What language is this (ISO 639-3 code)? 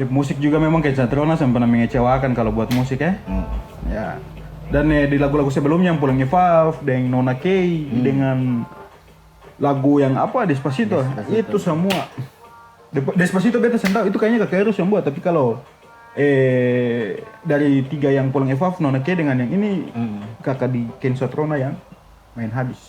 abs